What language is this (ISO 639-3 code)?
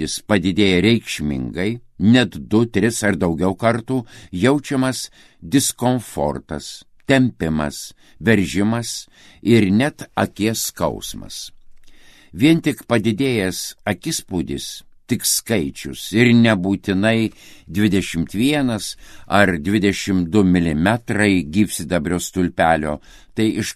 lit